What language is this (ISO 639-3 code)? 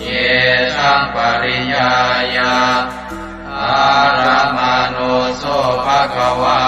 pli